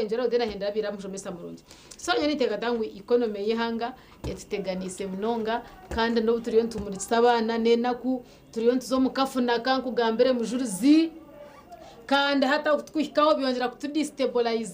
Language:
Nyankole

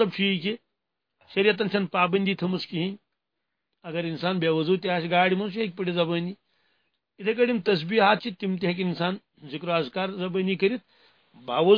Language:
Kashmiri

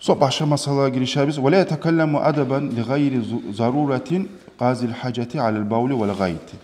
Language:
Kumyk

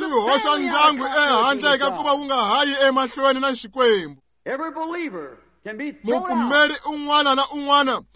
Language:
Tsonga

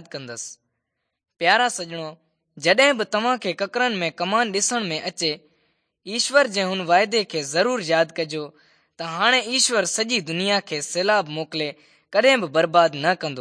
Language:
Sindhi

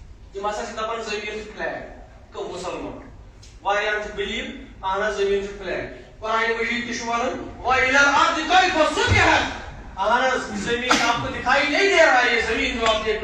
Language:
Kashmiri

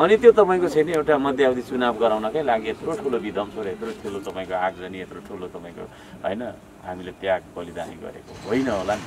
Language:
Nepali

